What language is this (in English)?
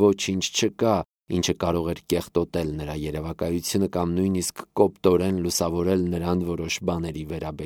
Armenian